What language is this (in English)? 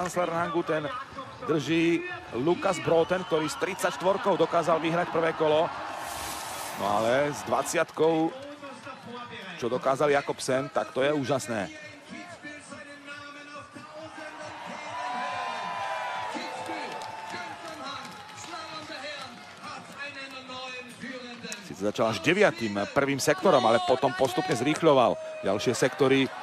Slovak